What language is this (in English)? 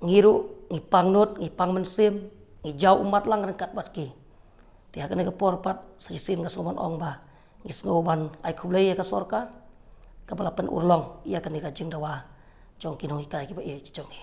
Khasi